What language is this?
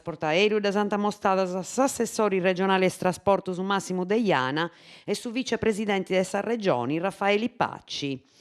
Sardinian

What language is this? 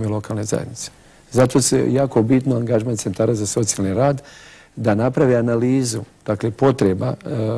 Bosnian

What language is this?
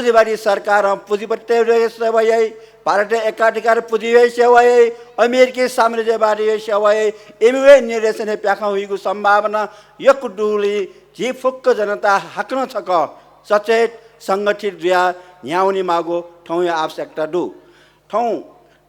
Newari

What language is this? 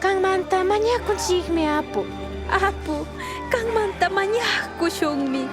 Chimborazo Highland Quichua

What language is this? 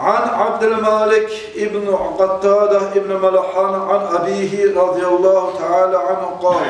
Kumyk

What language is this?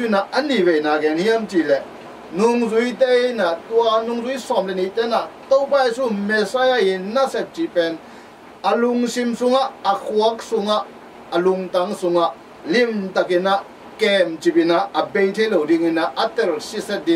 Tedim Chin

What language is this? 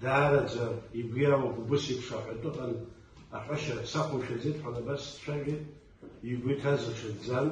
Abkhazian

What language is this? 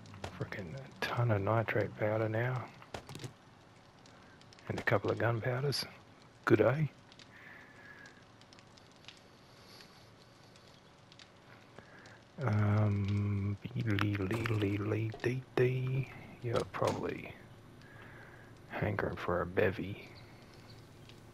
English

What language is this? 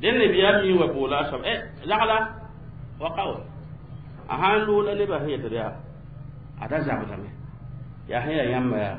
Mossi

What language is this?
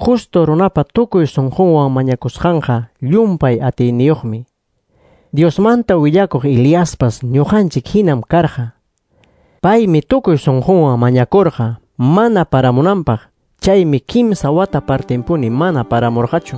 Quechua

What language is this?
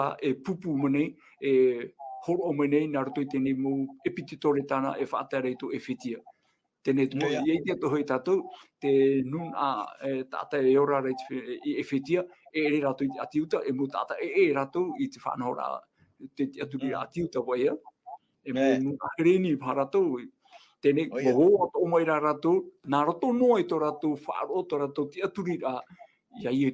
Tahitian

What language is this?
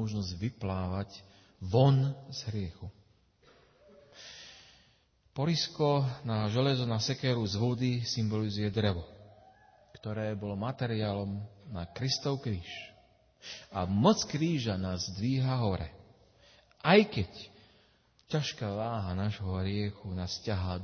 Slovak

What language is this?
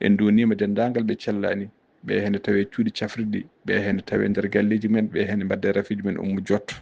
Fula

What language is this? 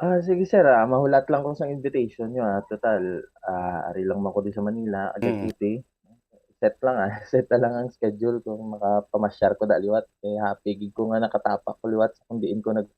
Hiligaynon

